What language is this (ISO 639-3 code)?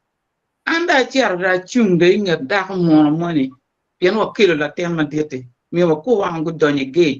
ach